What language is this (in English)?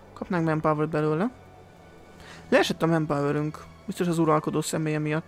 Hungarian